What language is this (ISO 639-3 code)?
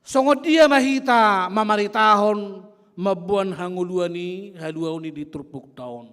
bbc